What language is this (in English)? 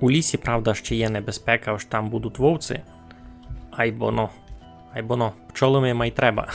Rusyn